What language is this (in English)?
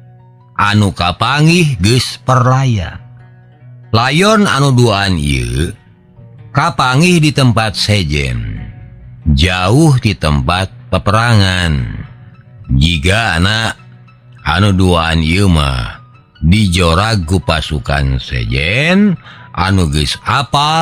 Sundanese